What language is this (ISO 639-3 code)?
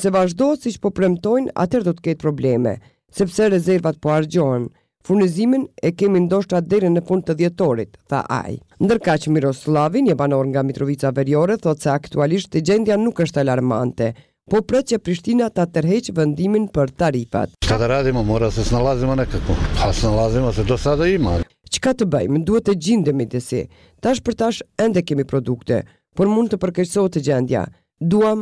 sqi